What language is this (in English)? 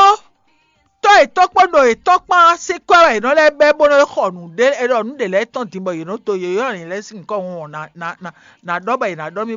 Fon